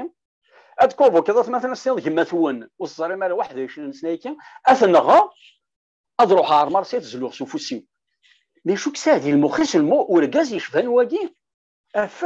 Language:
Kabyle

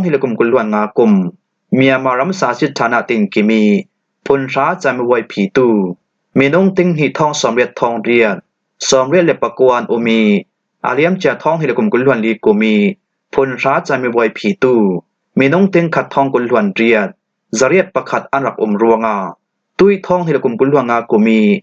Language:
Falam Chin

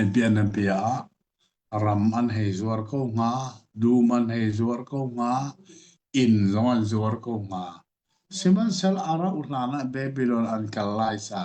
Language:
Hakha Chin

